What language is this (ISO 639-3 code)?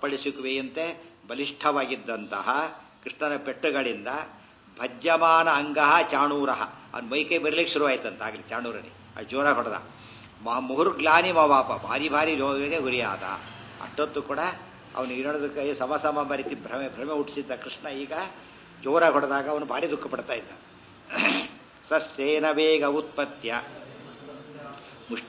kan